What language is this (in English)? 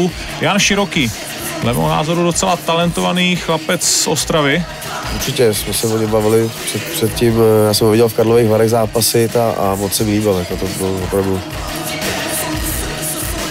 Czech